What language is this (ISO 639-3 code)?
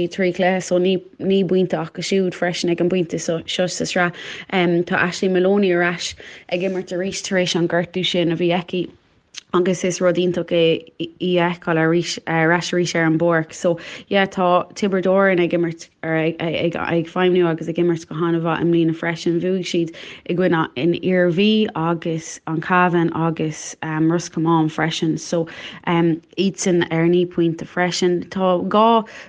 gle